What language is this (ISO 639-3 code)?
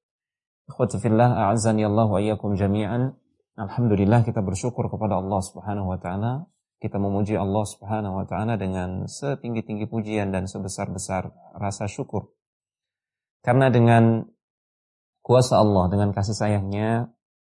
ind